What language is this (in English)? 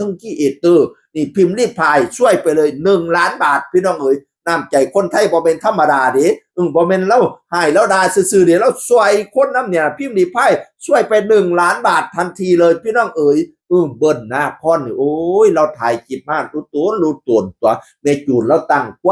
Northeastern Thai